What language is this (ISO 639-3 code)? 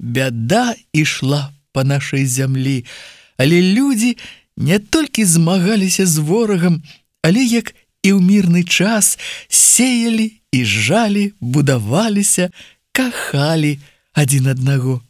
bel